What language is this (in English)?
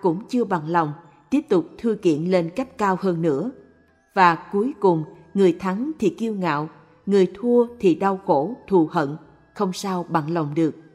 Vietnamese